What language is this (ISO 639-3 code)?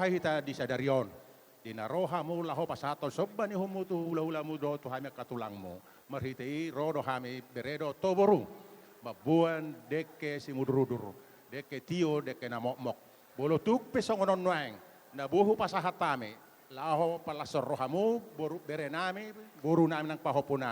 bbc